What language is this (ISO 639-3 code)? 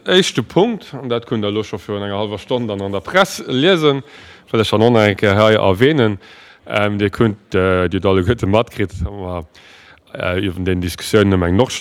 ltz